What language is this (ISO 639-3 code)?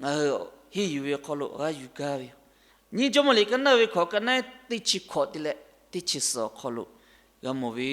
lhu